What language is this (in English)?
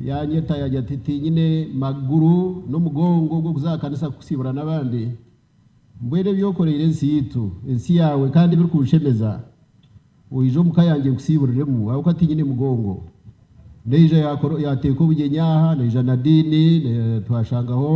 Nyankole